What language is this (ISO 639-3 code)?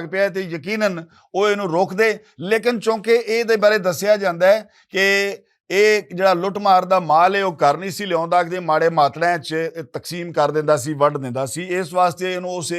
lah